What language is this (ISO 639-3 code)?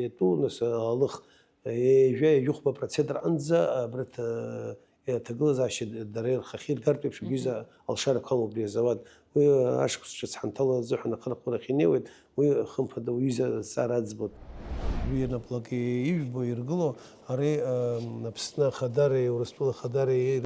abk